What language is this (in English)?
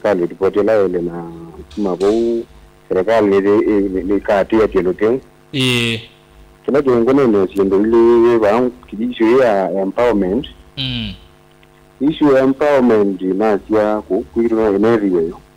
Kamba